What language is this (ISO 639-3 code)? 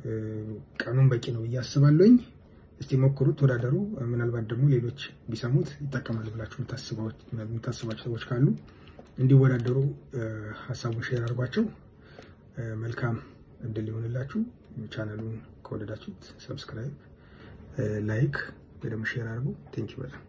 amh